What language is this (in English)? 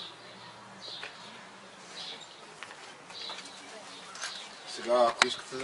Bulgarian